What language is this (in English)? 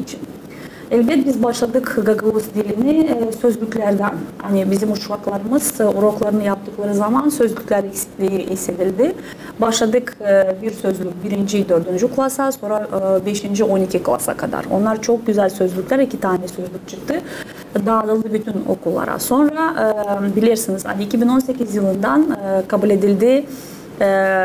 Gagauz